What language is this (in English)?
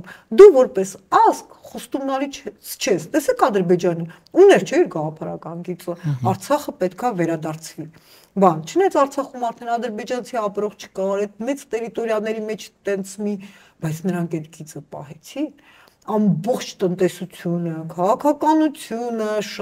Armenian